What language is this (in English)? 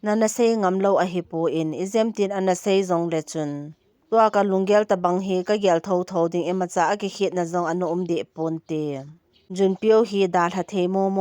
Thado Chin